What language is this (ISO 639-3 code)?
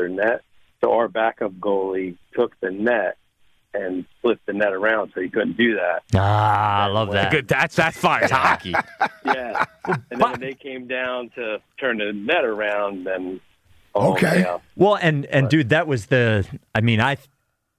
eng